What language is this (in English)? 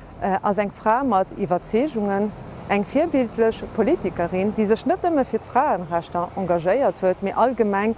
Luxembourgish